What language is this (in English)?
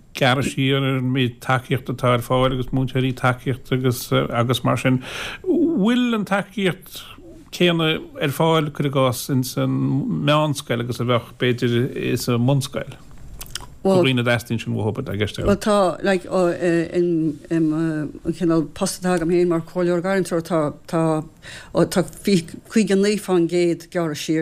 Irish